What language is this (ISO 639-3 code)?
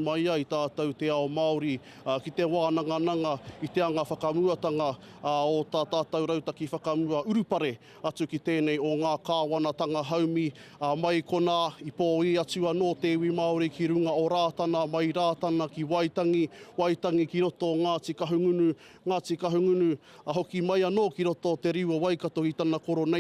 mri